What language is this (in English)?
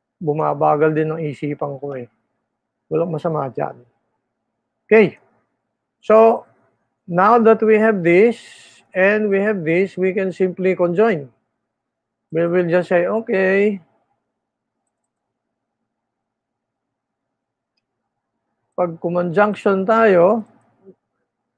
Filipino